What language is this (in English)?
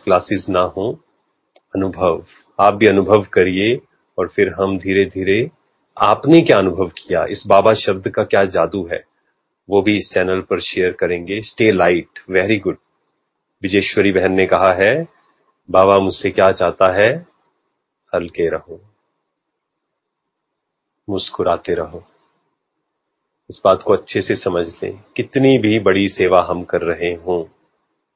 Hindi